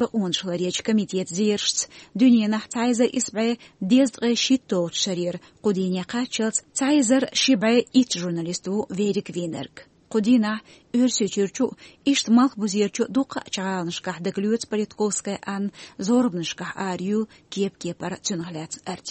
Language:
Chechen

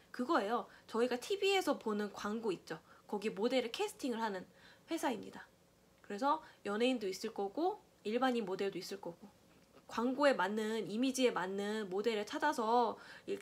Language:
Korean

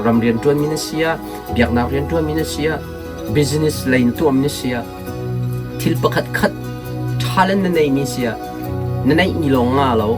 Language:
Hakha Chin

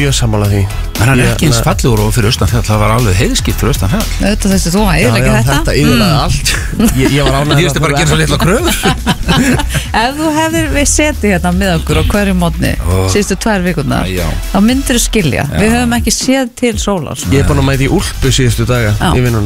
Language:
Icelandic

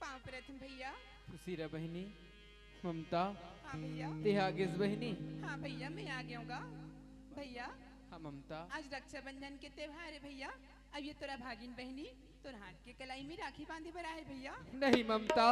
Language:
Chhattisgarhi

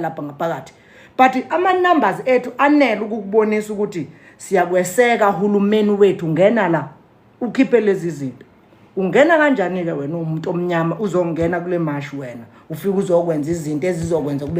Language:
Zulu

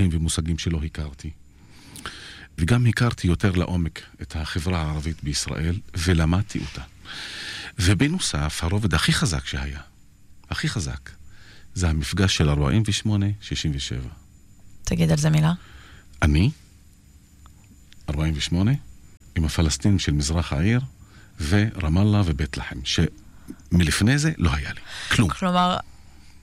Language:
Hebrew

